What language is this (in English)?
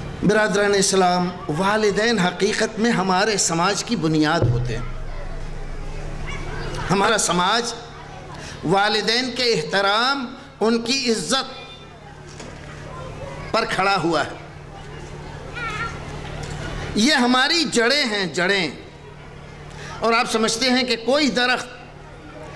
Urdu